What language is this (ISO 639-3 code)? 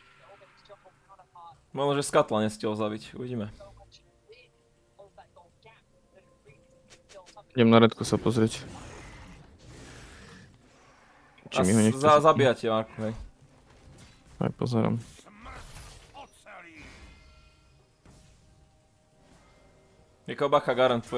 slk